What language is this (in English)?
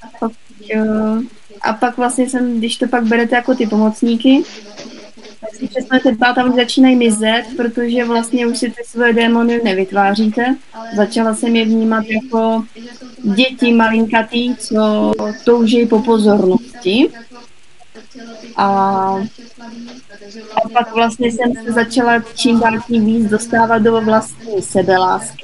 Czech